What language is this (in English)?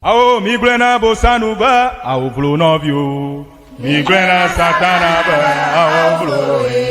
Ewe